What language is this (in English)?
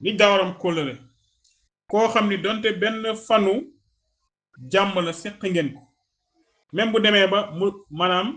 Wolof